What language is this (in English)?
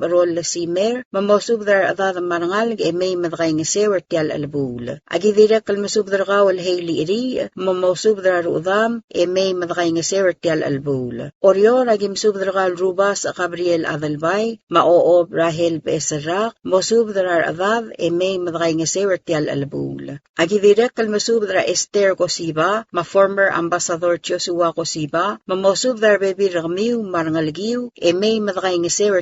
Palauan